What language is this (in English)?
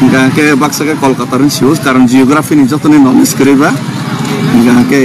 Kok Borok